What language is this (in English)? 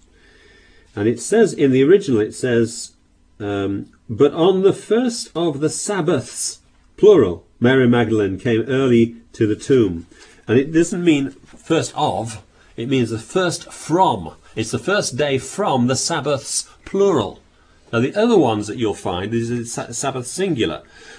English